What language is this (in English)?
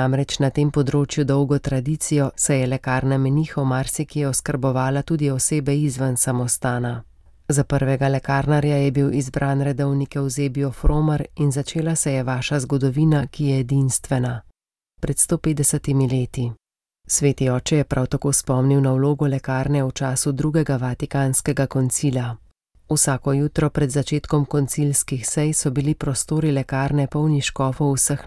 Slovenian